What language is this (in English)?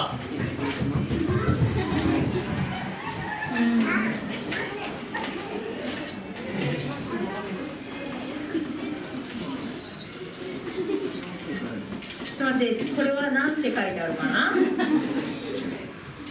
Japanese